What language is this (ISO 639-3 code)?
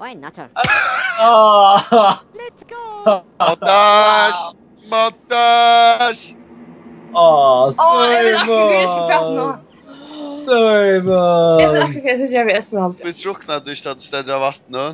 fao